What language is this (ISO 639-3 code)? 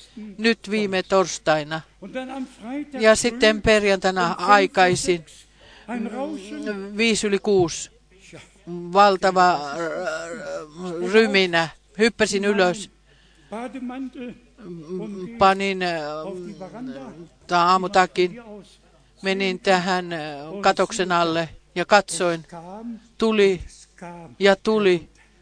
fin